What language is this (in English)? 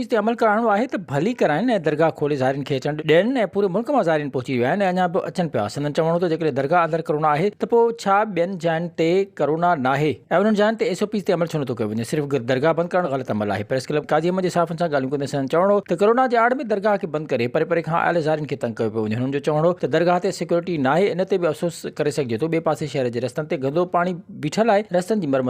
Sindhi